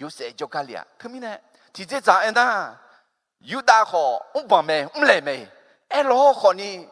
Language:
Akha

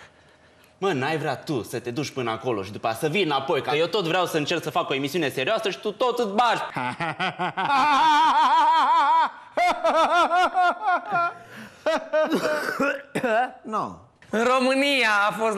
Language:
Romanian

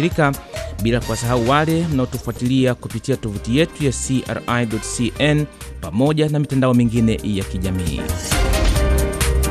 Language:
Swahili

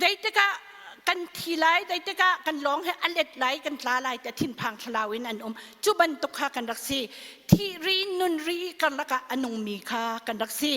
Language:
Hakha Chin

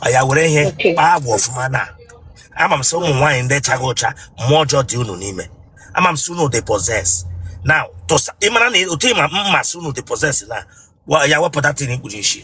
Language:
Igbo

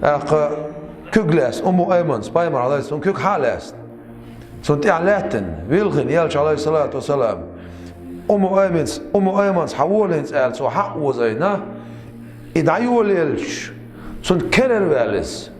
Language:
Chechen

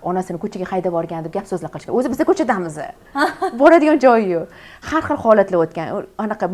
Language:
Uzbek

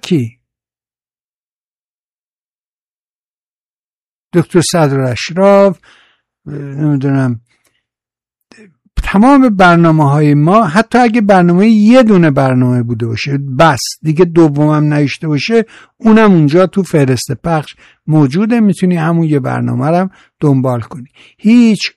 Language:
Persian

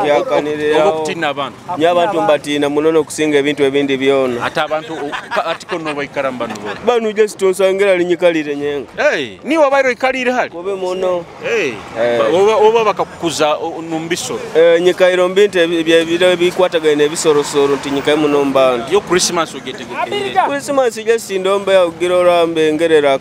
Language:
Nyoro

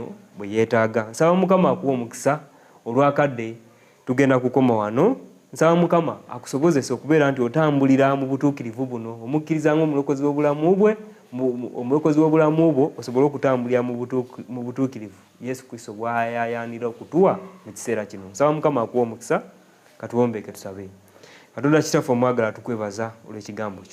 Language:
Ganda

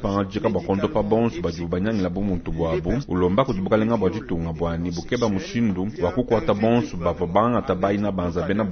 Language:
Luba-Lulua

